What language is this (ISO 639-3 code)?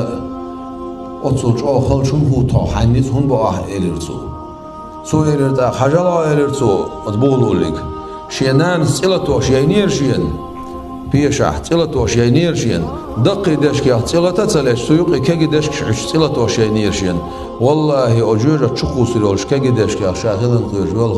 che